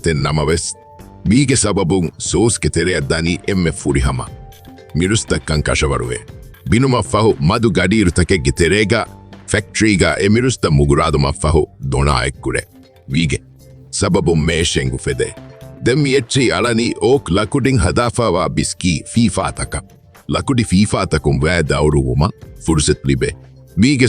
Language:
Divehi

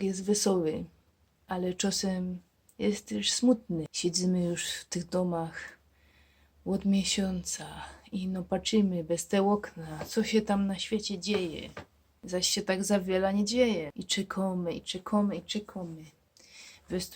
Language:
Silesian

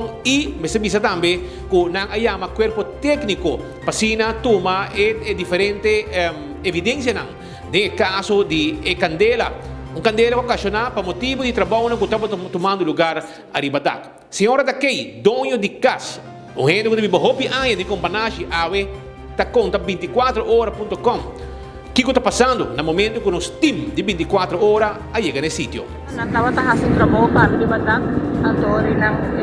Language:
Papiamento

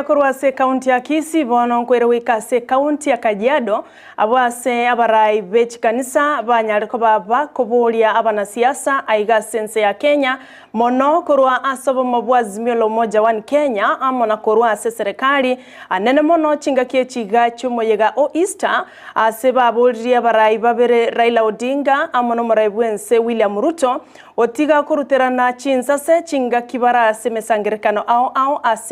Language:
Gusii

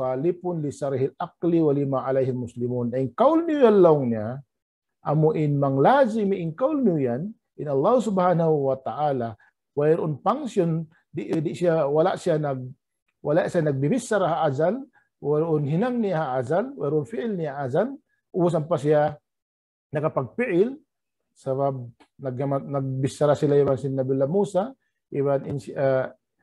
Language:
Tausug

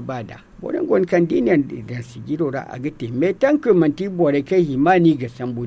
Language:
Zarma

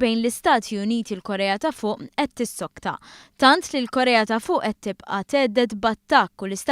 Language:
Maltese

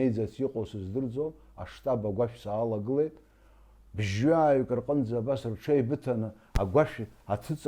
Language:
Abkhazian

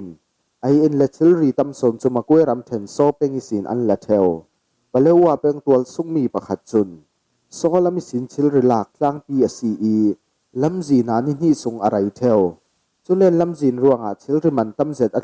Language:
Falam Chin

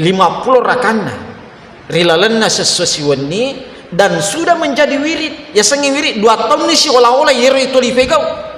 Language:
Buginese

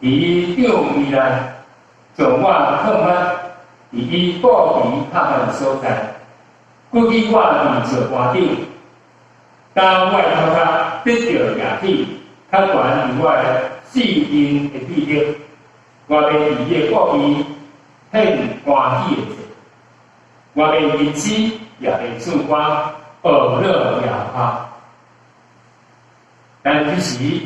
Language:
Min Nan Chinese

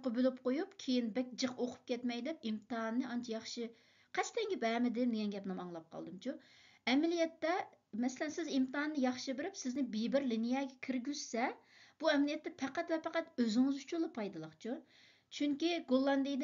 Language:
Uyghur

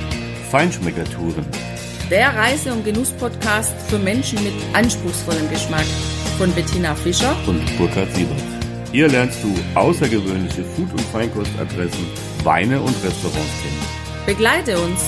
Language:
German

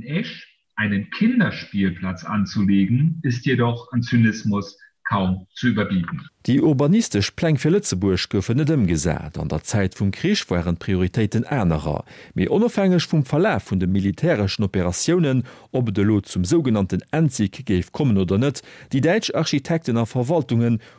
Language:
Luxembourgish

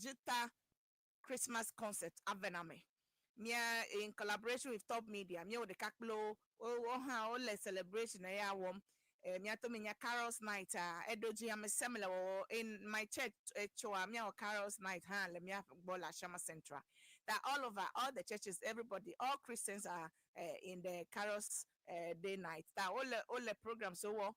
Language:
Ewe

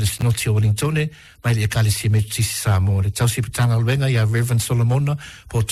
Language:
Samoan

